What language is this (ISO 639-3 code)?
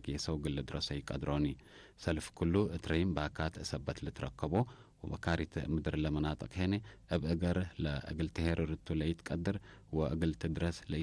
tig